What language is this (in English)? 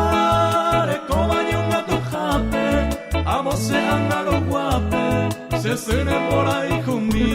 Guarani